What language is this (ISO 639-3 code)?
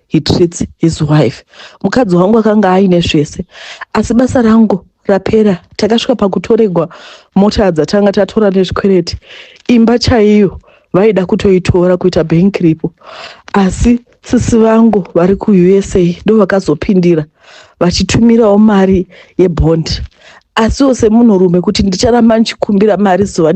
sna